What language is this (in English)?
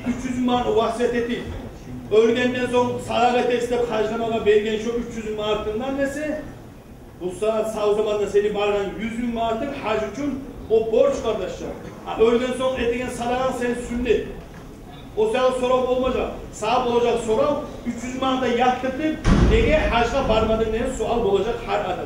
Kumyk